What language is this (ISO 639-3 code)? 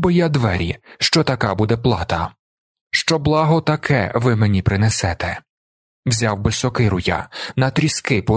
ukr